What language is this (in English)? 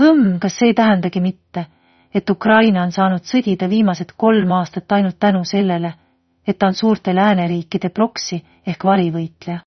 Estonian